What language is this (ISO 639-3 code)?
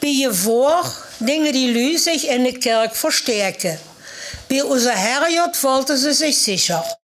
lim